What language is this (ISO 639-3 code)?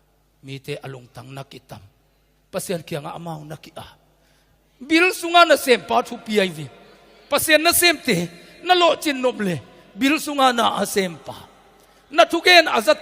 ctd